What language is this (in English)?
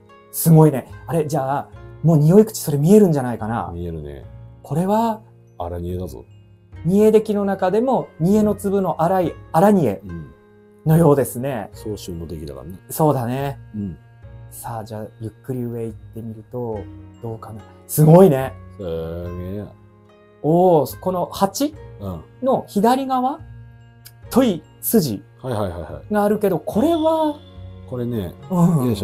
Japanese